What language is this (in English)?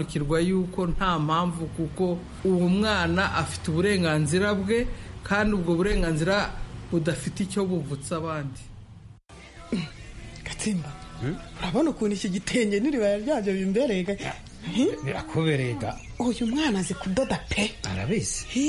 Kinyarwanda